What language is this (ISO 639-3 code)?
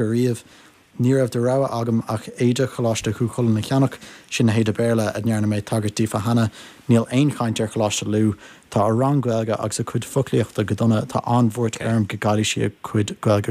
gle